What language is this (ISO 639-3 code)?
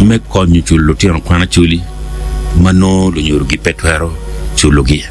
ach